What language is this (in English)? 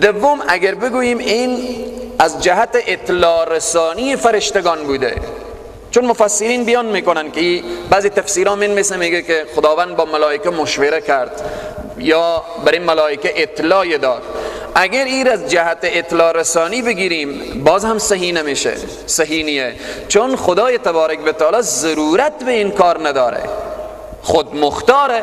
Persian